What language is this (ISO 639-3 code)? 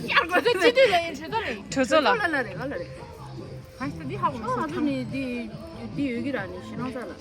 bod